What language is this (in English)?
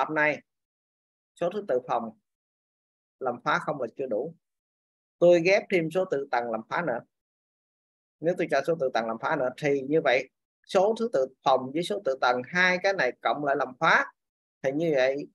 Vietnamese